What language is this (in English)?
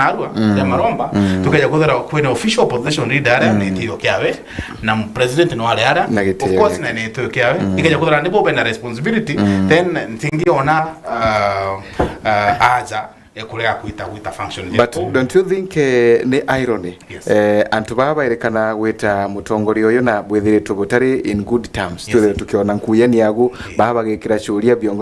Meru